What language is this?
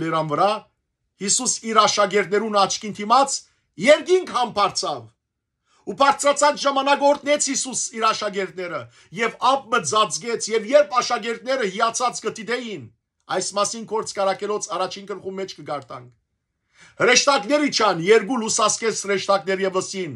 Western Armenian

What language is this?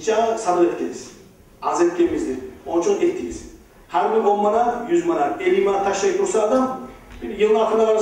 Kumyk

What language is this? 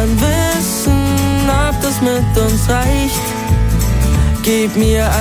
German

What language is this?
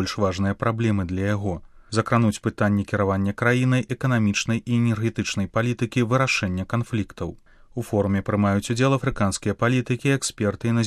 Belarusian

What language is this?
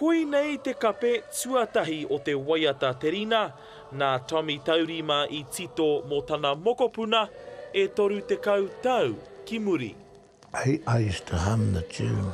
Māori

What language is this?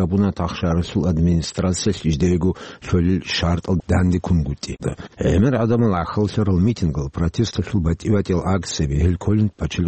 Avaric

